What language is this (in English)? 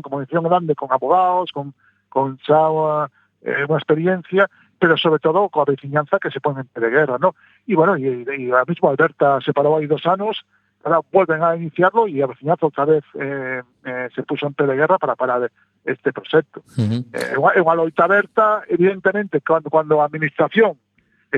Galician